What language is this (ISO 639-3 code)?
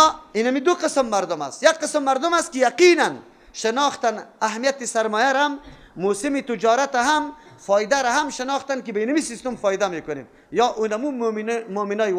fas